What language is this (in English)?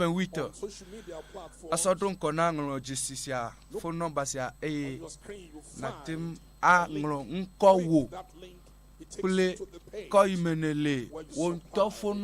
Ewe